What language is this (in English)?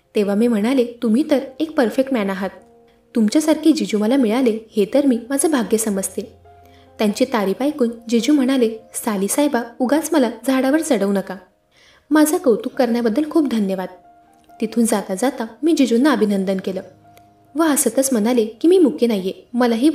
Marathi